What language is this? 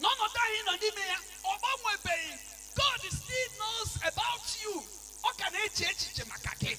Igbo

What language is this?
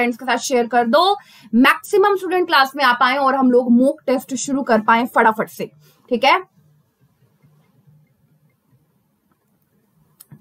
Hindi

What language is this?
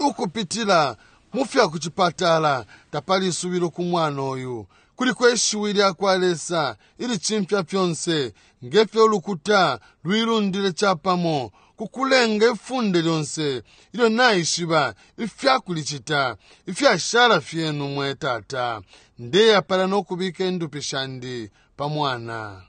Bemba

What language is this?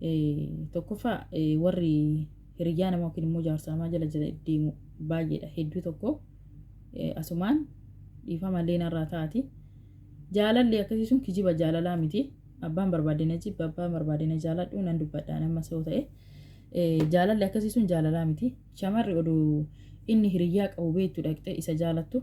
Oromo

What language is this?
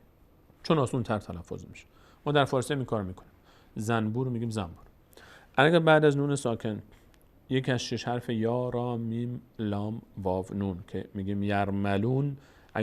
Persian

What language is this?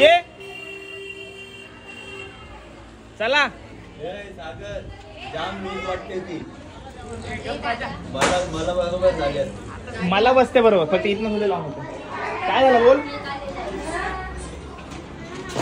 Marathi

